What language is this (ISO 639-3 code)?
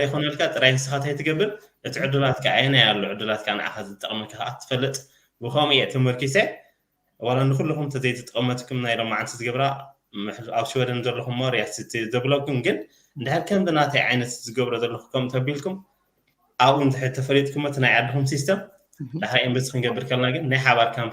tir